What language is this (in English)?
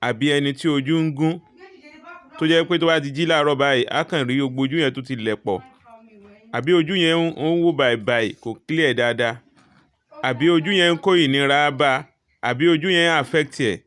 Yoruba